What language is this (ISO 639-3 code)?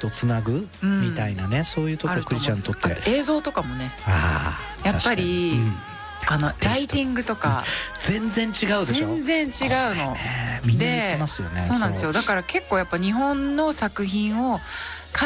jpn